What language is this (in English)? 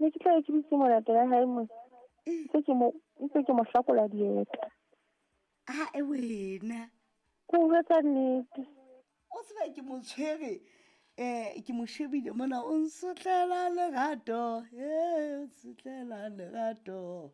Southern Sotho